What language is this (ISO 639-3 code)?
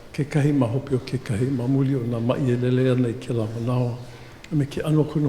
haw